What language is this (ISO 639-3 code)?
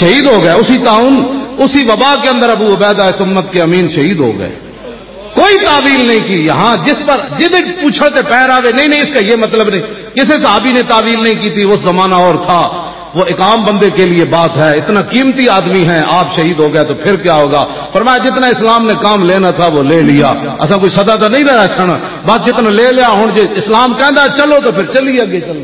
lah